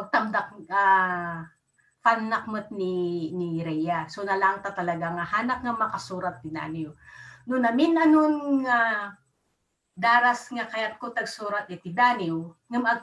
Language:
Iloko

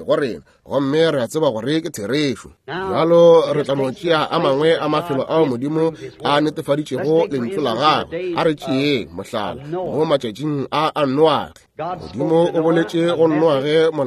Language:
Northern Sotho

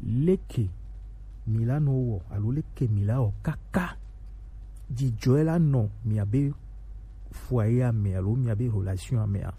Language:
Gen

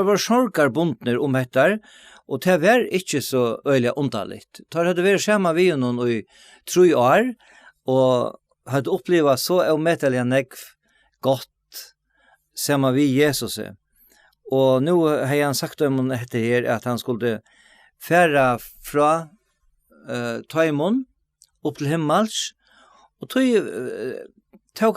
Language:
Faroese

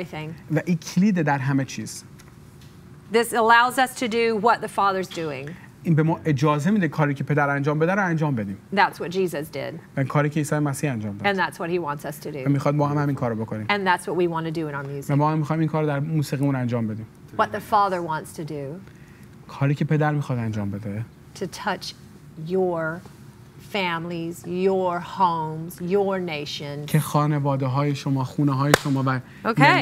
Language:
Persian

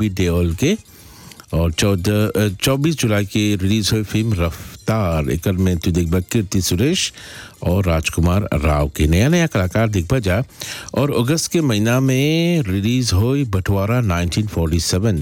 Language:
Bhojpuri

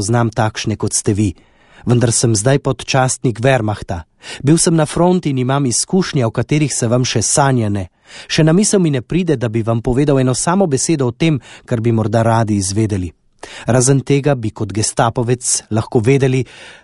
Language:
Slovenian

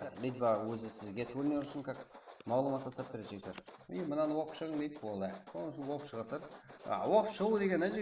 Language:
Kara-Kalpak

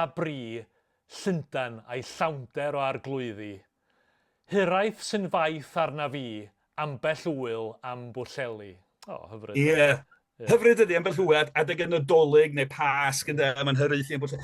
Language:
Welsh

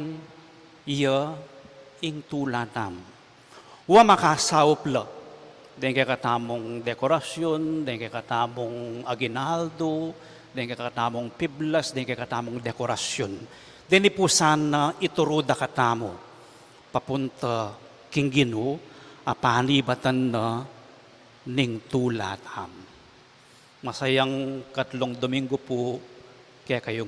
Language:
Pampanga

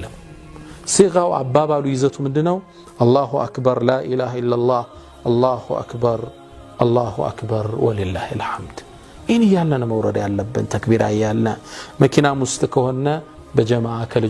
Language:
Amharic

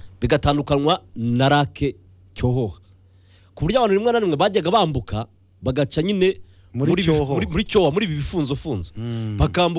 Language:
Kinyarwanda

